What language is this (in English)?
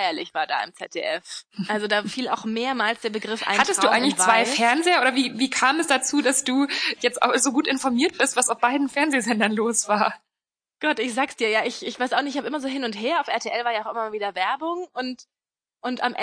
German